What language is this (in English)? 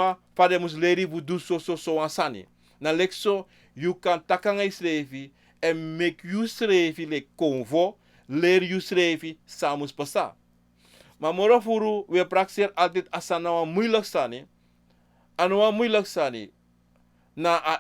Sranan Tongo